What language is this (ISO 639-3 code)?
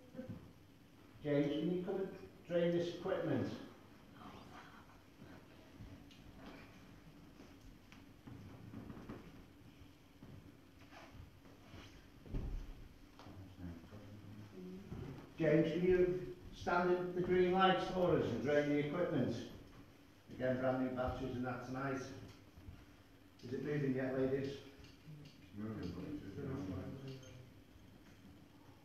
eng